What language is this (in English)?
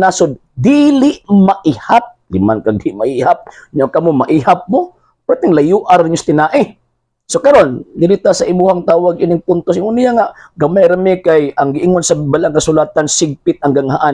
Cebuano